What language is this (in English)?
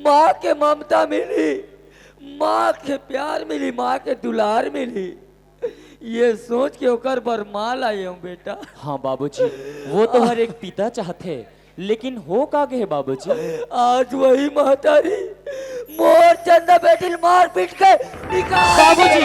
Chhattisgarhi